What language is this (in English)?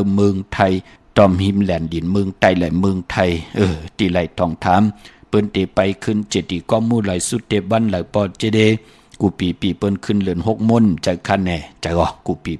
Shan